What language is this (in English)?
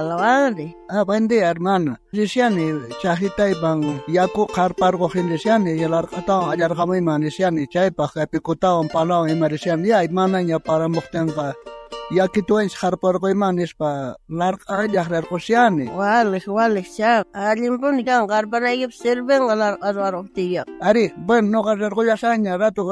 South Bolivian Quechua